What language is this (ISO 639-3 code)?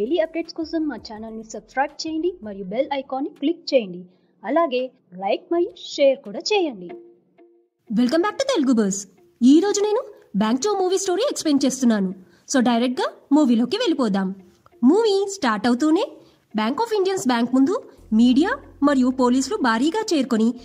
tel